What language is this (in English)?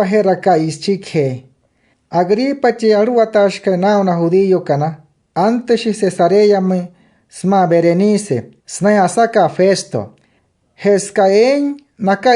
Wayuu